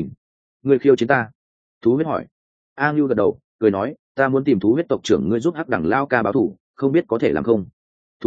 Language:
Vietnamese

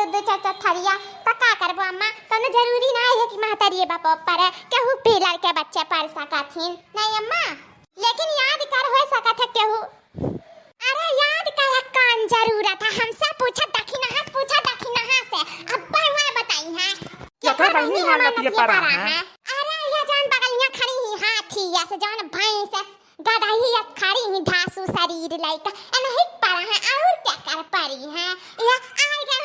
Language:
Awadhi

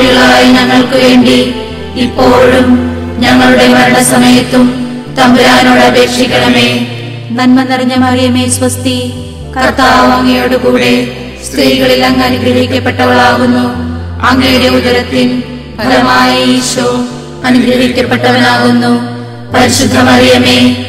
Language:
Malayalam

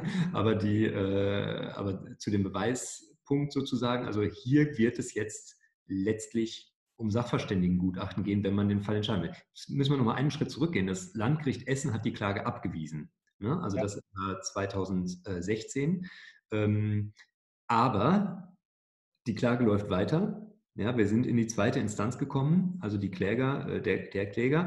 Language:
German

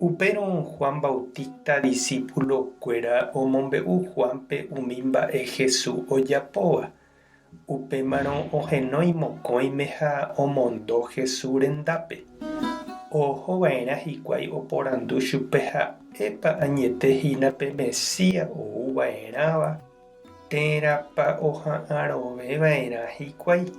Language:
Guarani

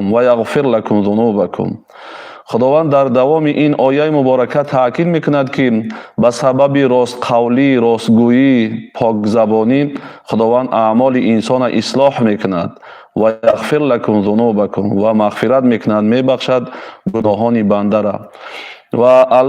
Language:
Tajik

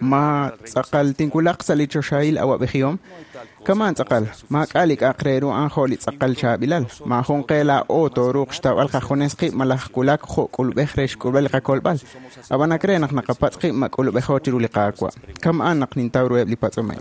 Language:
Kekchí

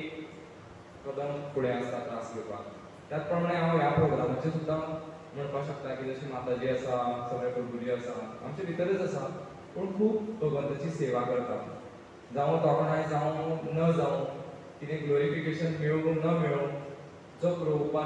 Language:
Konkani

